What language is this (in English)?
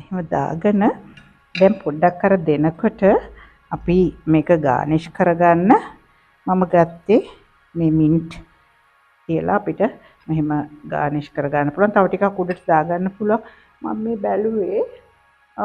Sinhala